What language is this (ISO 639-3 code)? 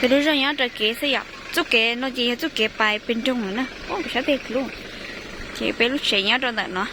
hmn